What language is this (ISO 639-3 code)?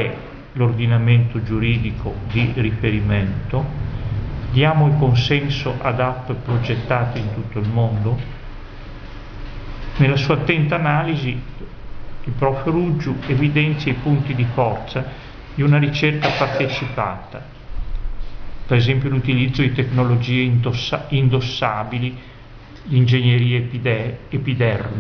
ita